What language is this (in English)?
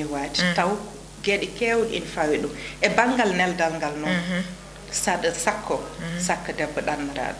Fula